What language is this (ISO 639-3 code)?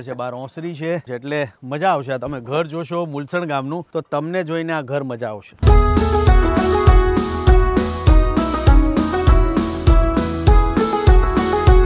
guj